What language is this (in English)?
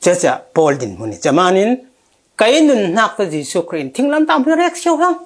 Falam Chin